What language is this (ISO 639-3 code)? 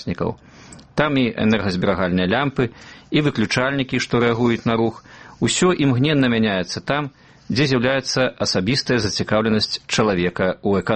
bel